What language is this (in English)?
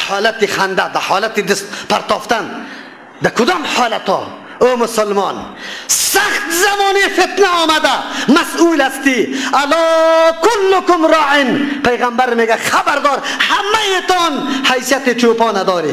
Persian